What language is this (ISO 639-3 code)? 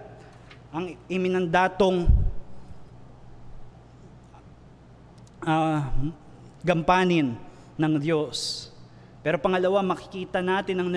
fil